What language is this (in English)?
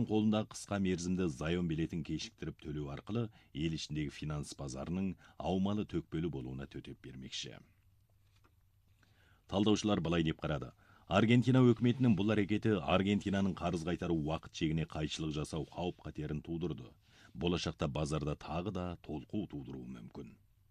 Kazakh